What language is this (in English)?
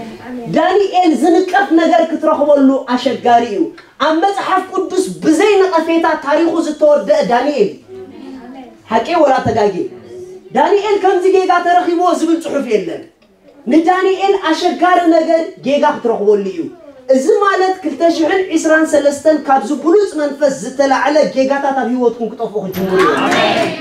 Tigrinya